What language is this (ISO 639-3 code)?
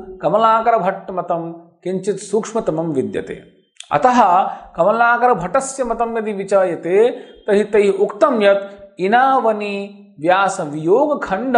san